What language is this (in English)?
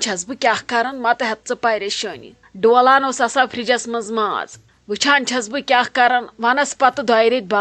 Kashmiri